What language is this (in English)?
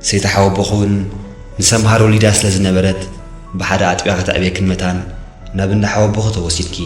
Tigrinya